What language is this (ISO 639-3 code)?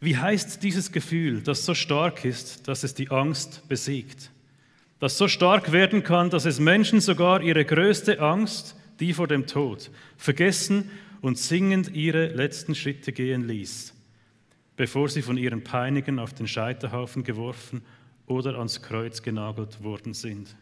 gsw